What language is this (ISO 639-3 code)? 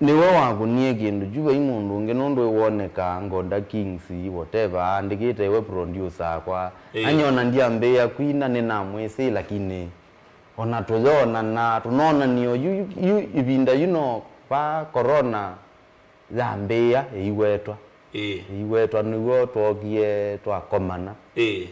kam